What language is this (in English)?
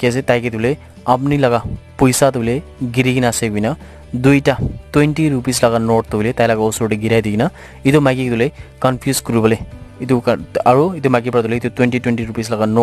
Naga Pidgin